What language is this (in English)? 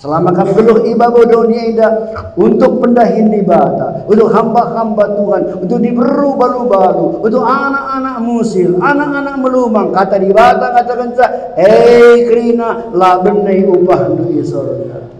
Batak Karo